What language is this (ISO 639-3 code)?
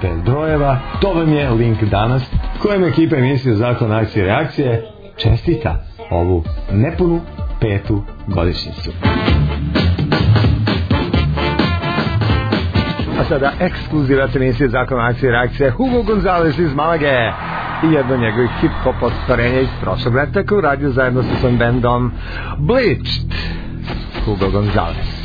srp